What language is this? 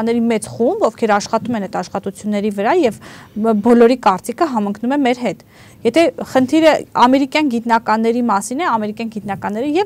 Armenian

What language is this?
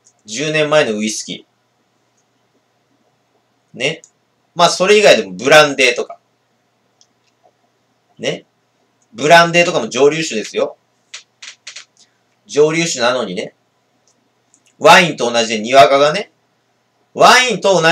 Japanese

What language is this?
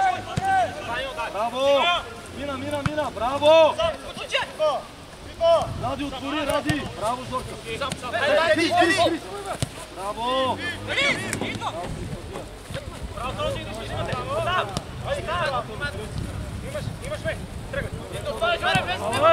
Bulgarian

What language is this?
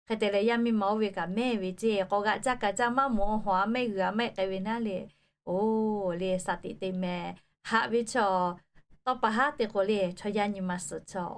Lahu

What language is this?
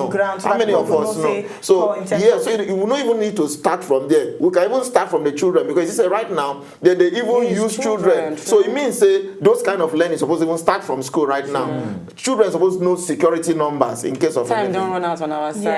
Nigerian Pidgin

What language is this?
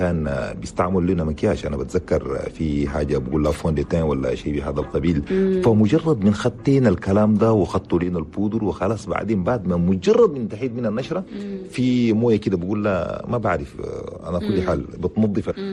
Chadian Arabic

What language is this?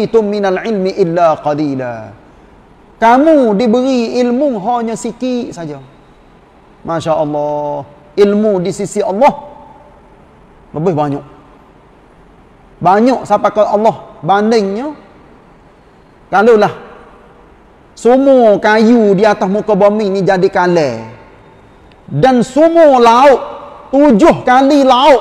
Malay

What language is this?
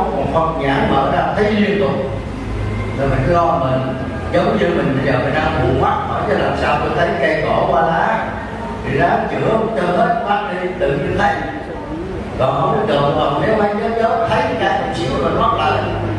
Vietnamese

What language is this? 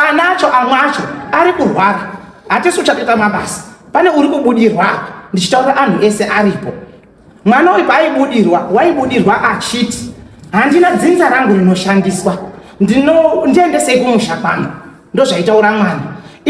Shona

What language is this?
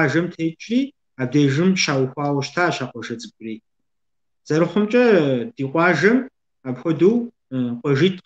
Kabardian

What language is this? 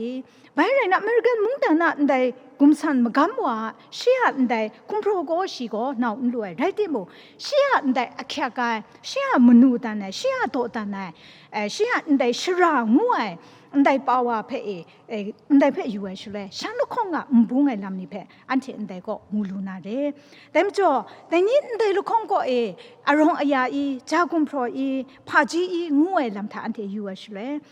Kachin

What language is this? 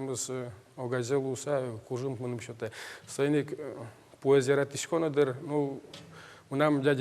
Udmurt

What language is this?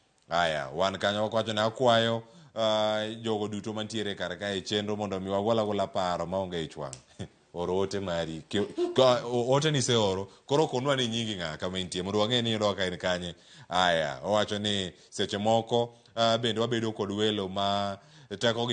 Luo (Kenya and Tanzania)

